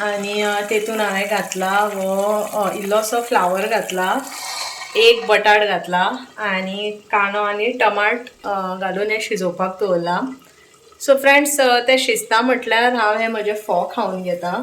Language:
Konkani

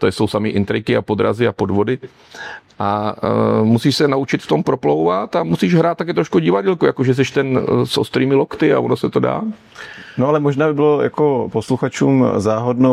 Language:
Czech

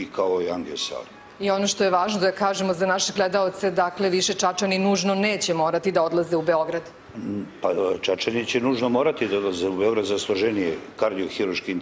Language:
Serbian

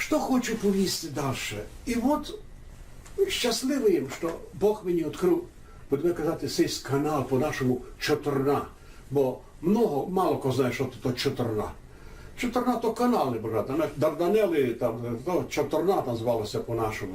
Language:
Rusyn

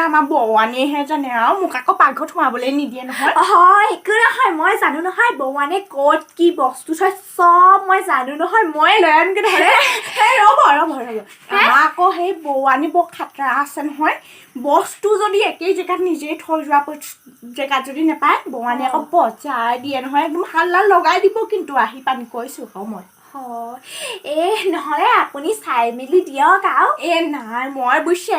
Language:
Assamese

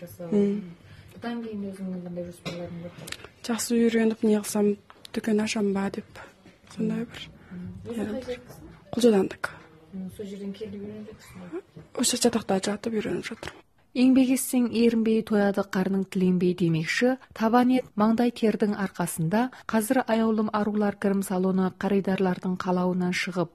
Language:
Kazakh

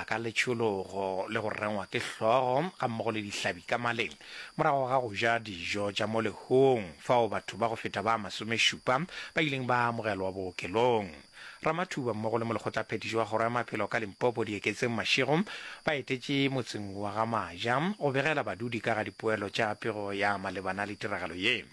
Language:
Northern Sotho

